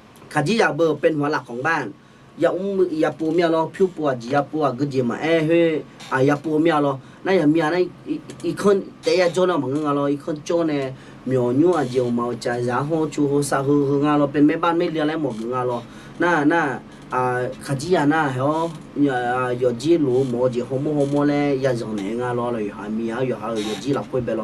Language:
Akha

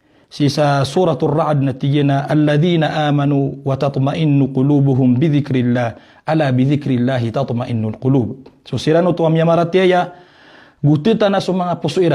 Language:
Maranao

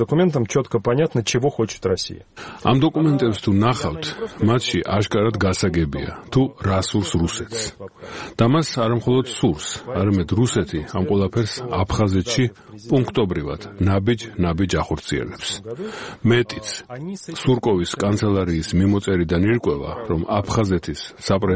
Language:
Georgian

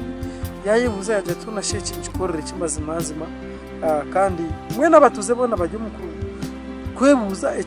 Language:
Nyankole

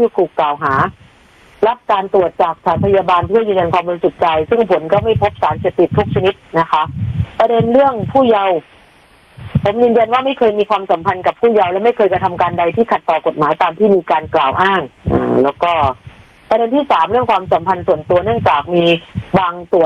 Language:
Thai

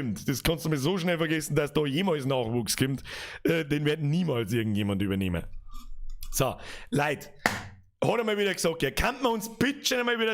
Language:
Bavarian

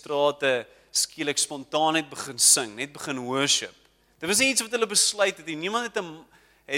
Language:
Afrikaans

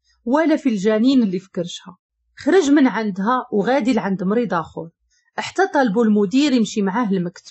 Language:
Moroccan Arabic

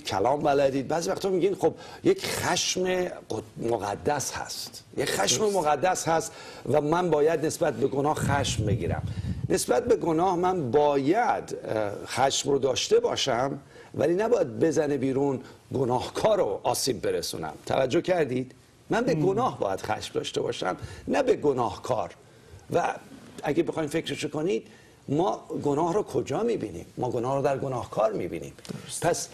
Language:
Persian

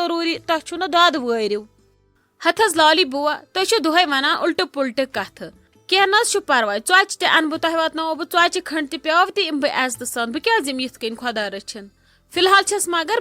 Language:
Kashmiri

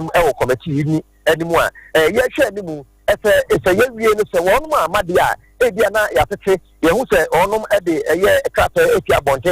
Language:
Akan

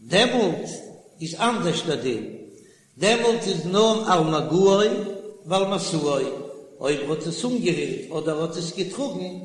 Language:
Yiddish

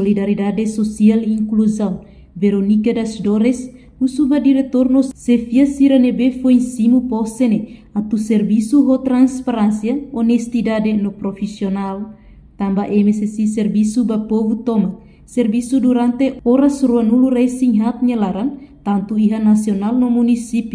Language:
Tetum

